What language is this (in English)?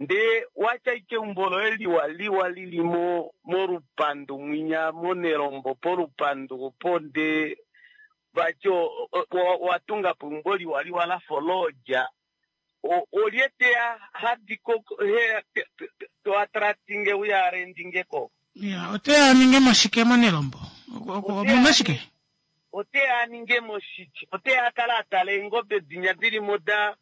Kuanyama